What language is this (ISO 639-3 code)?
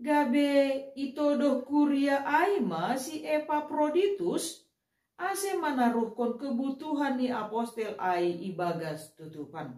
bts